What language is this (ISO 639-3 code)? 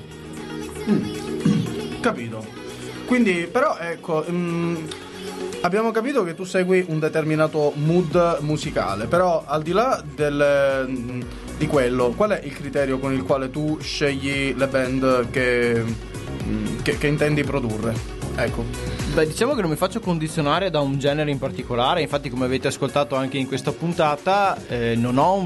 ita